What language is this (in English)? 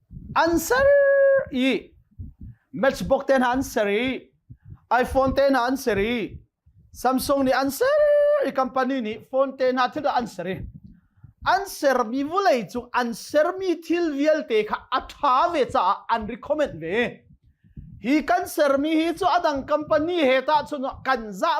Hakha Chin